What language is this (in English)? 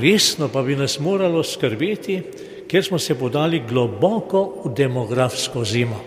Slovenian